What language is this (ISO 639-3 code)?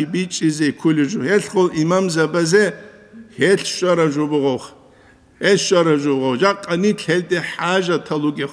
ava